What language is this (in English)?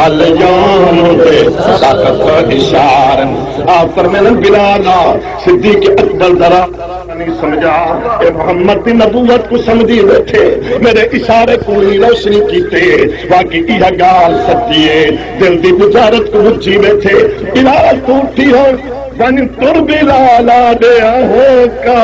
Saraiki